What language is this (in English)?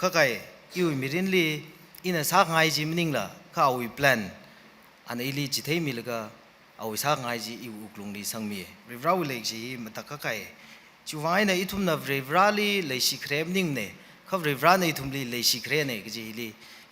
Tangkhul Naga (India)